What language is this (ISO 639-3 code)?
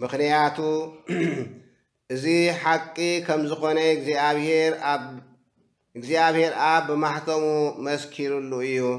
tir